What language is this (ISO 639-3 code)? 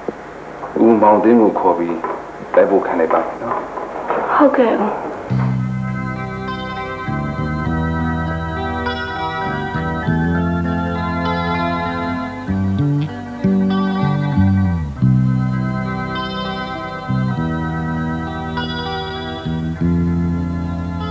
mya